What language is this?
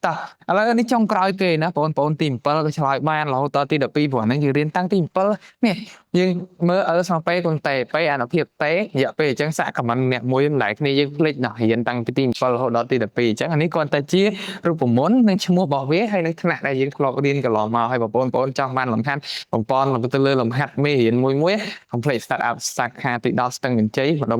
Khmer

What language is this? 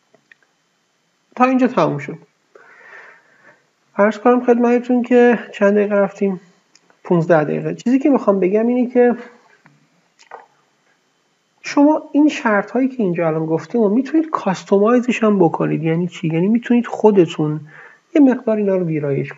Persian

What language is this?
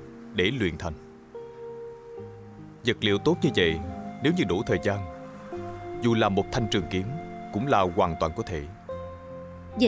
Vietnamese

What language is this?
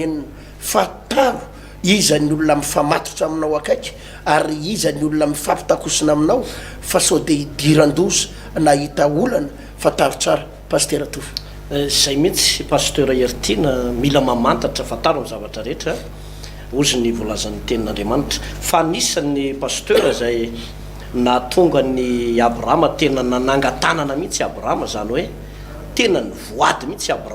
Malagasy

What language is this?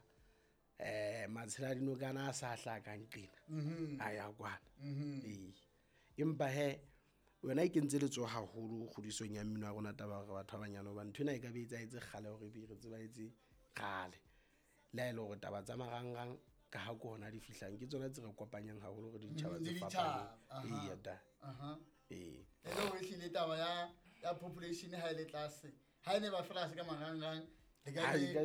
Southern Sotho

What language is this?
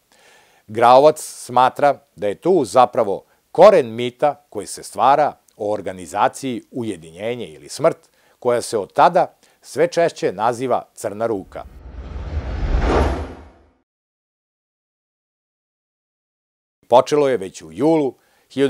Serbian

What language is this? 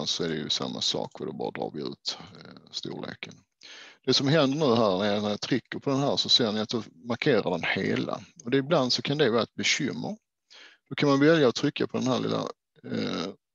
Swedish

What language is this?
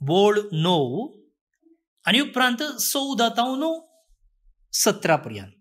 Konkani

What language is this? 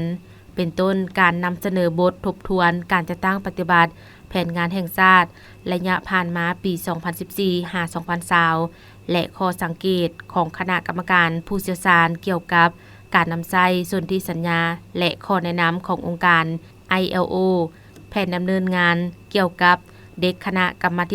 Lao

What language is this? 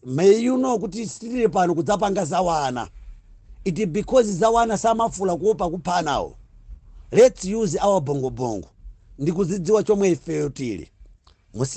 Nyanja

